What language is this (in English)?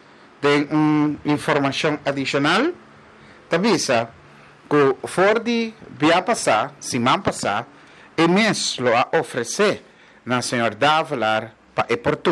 Papiamento